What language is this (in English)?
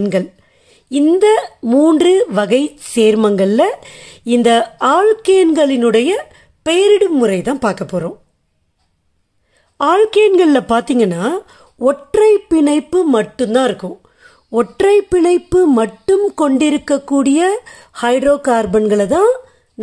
Tamil